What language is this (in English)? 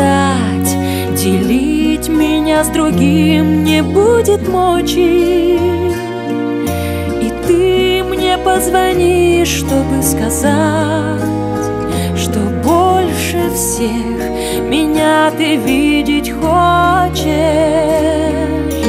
Russian